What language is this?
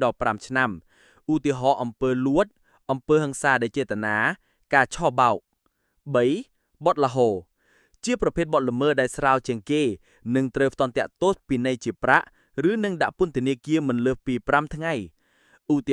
Khmer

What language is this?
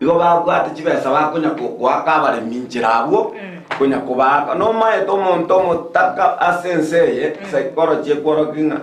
Gusii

